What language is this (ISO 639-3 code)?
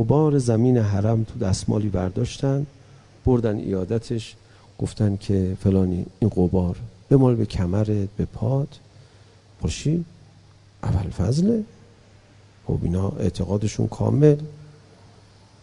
fas